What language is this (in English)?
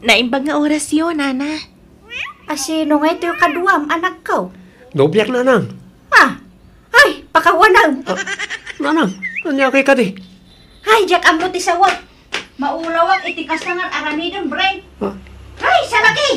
Iloko